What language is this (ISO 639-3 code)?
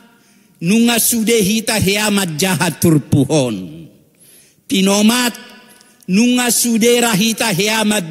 bbc